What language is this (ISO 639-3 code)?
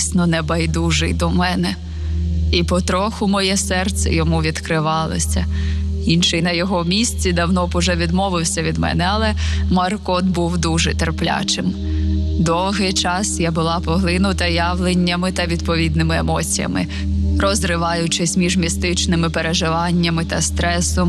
ukr